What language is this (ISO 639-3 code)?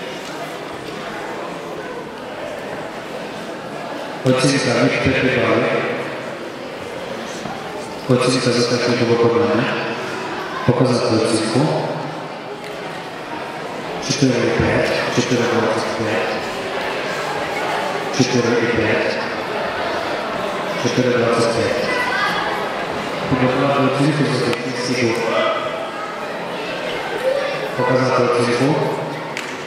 ukr